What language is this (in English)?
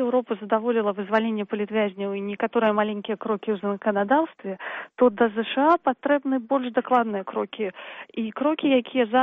Belarusian